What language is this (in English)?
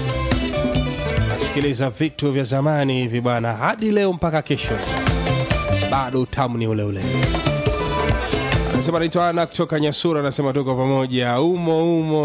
Swahili